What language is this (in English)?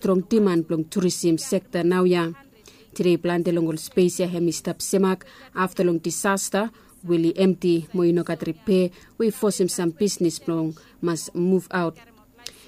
Bislama